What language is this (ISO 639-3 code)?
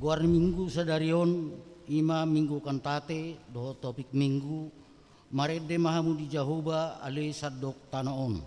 bbc